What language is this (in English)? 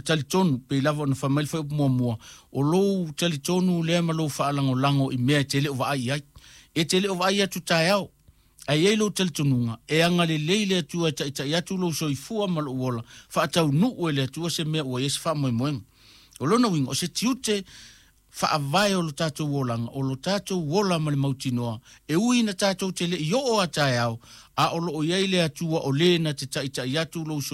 Samoan